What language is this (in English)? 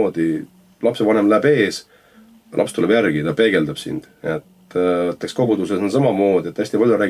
Estonian